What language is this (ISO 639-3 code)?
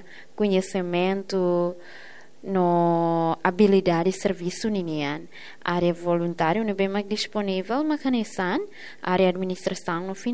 tet